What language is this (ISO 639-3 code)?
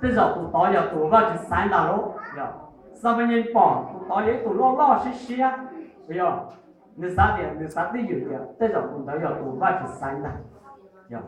hmn